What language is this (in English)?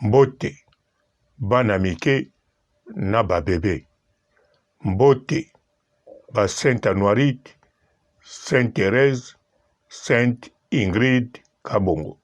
Lingala